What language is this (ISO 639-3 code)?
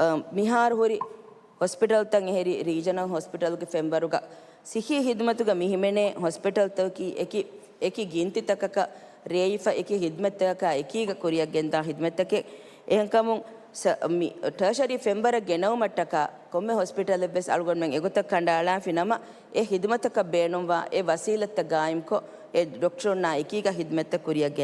div